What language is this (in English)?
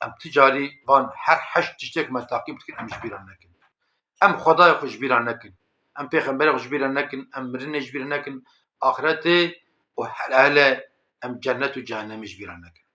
Kurdish